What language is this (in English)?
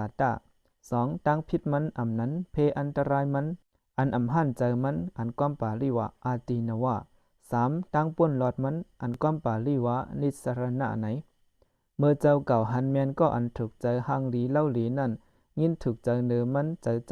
Shan